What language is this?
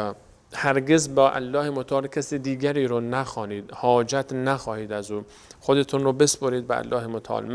Persian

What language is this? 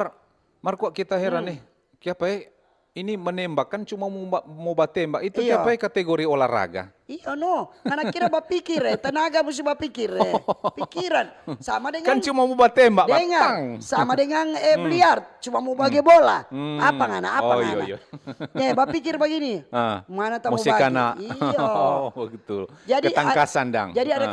Manado Malay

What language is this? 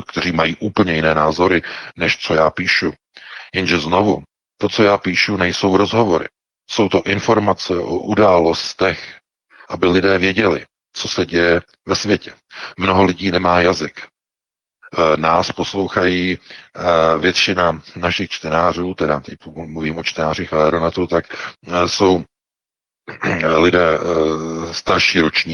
Czech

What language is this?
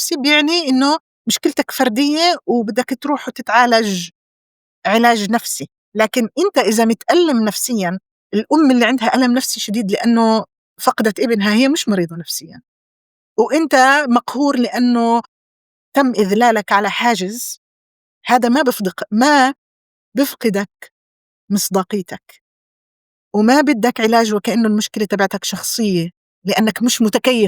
North Levantine Arabic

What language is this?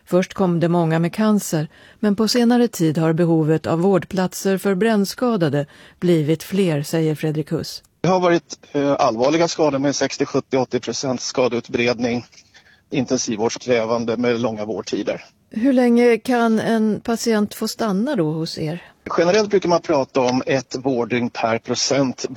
Swedish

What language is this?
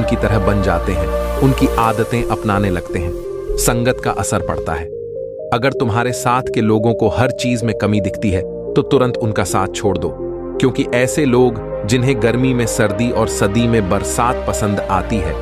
Hindi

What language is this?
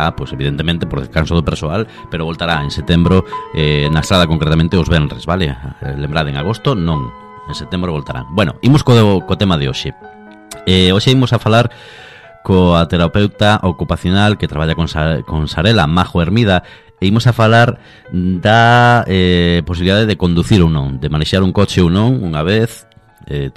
Galician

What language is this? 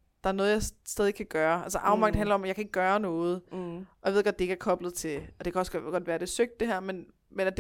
Danish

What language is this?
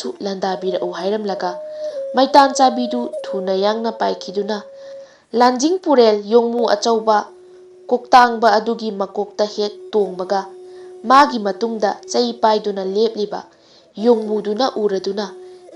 Manipuri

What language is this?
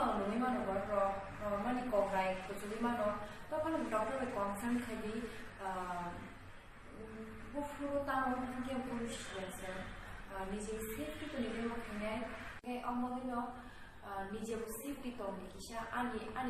Kok Borok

